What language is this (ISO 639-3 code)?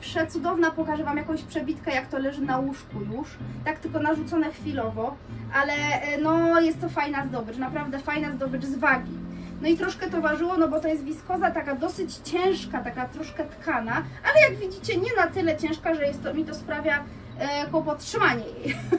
pol